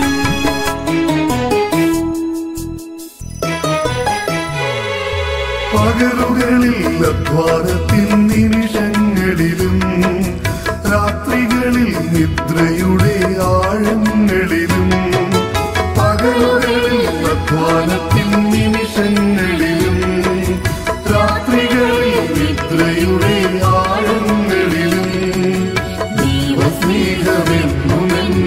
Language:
Malayalam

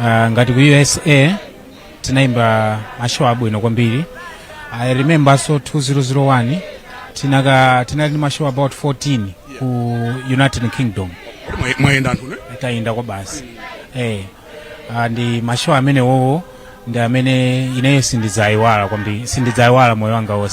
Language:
Nyanja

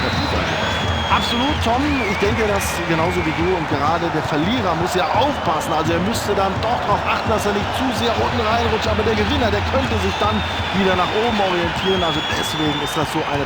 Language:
Bavarian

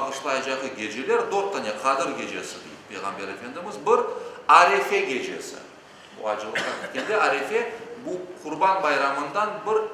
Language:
Crimean Tatar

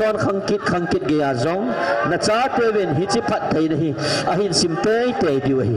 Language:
Thado Chin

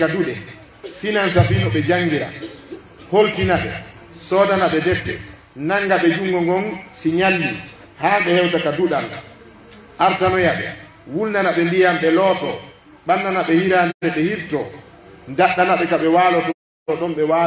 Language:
Pular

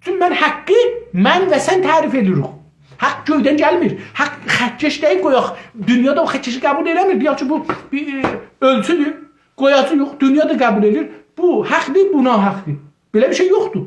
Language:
South Azerbaijani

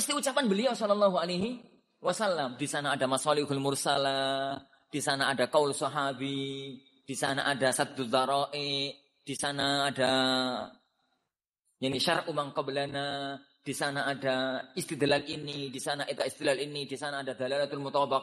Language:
Indonesian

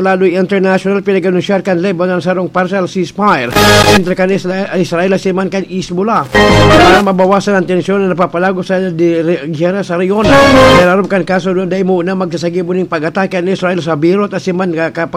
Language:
Bikol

